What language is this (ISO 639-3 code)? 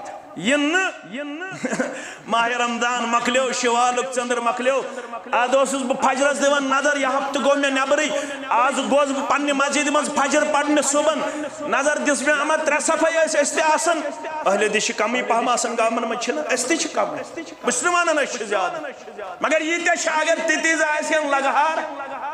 kas